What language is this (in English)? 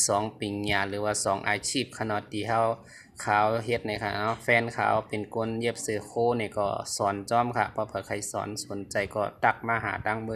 Shan